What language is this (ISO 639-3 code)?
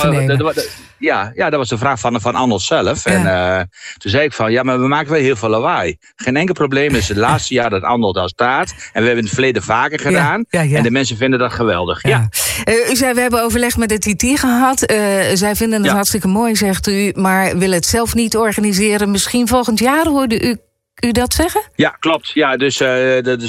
nld